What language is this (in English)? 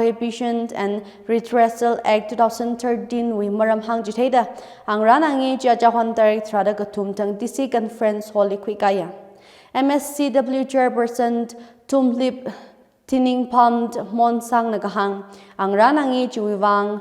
Tangkhul Naga (India)